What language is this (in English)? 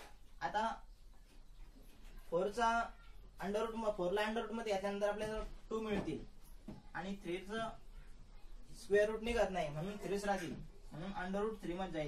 Marathi